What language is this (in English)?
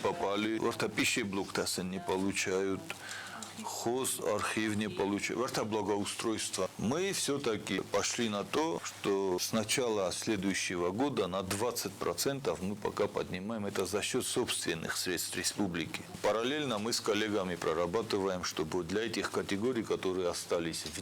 Ossetic